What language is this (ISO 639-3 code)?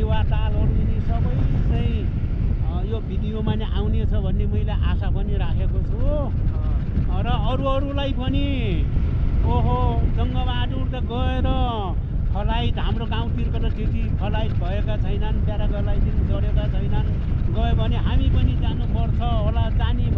nep